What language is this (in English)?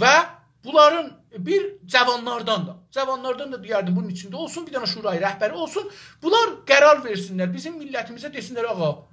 South Azerbaijani